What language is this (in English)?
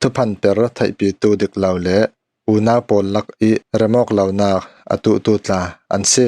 Falam Chin